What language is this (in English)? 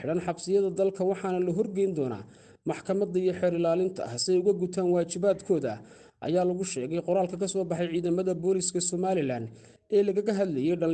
Somali